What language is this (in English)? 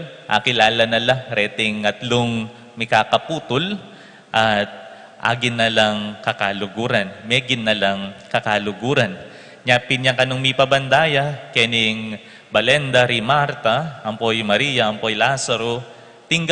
Pampanga